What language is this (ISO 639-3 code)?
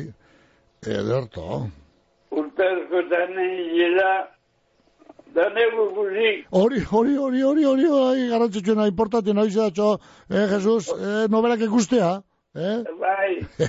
eus